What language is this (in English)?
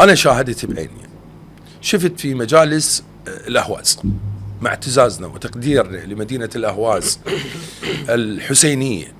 Mesopotamian Arabic